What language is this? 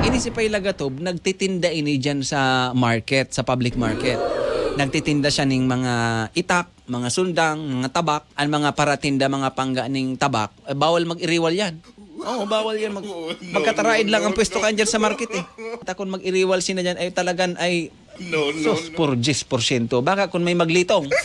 Bikol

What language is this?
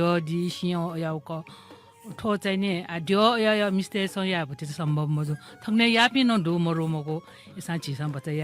Newari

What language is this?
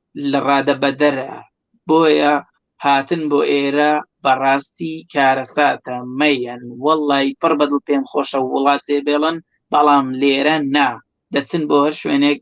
Central Kurdish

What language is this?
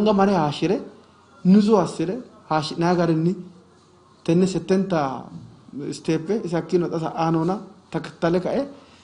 Sidamo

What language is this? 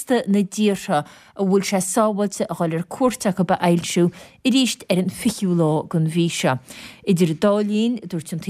Irish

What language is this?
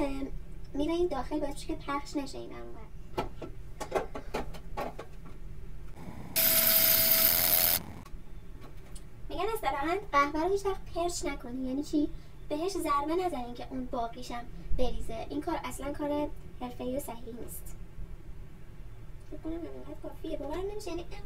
Persian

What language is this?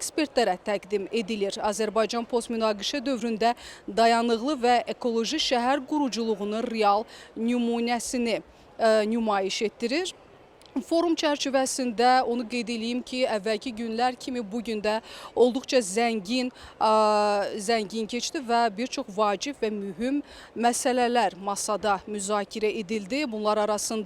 Azerbaijani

